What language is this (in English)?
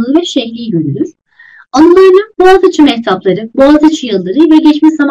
Turkish